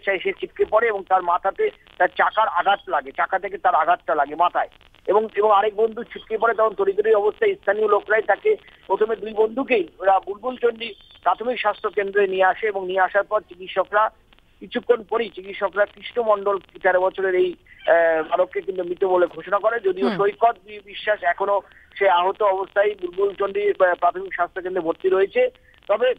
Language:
Bangla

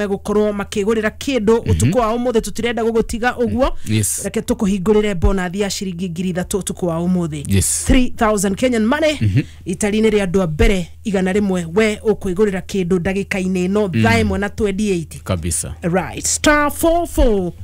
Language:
Kikuyu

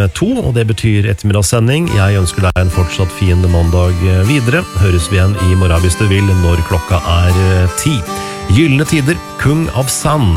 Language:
Norwegian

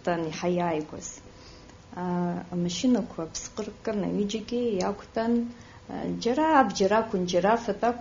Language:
Abkhazian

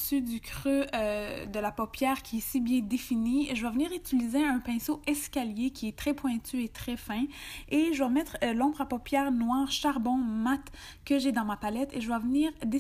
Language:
French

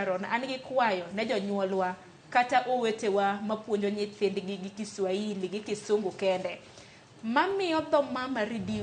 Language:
Luo (Kenya and Tanzania)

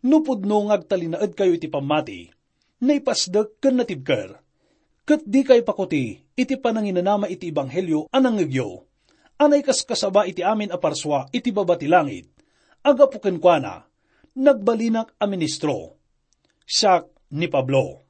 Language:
Iloko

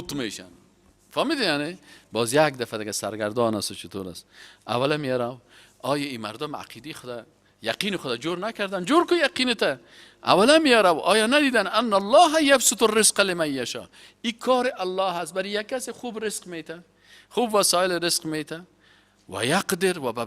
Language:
Persian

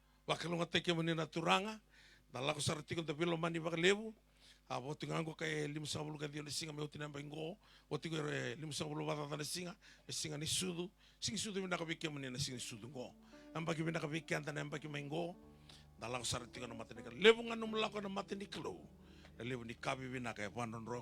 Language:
Fijian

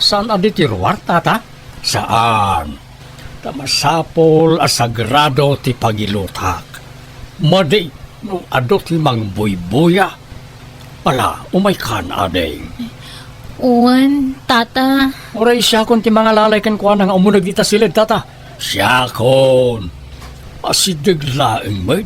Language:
Iloko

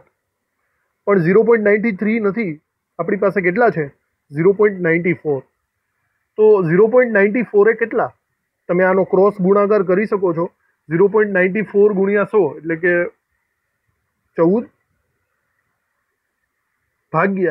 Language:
Gujarati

